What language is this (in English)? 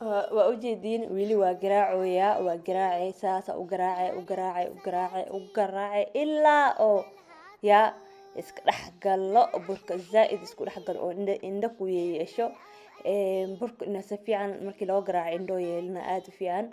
Somali